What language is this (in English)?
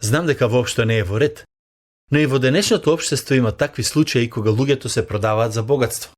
Macedonian